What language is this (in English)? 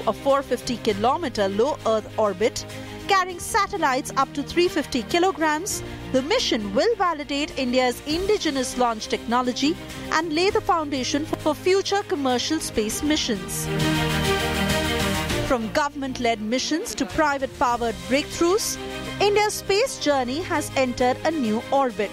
English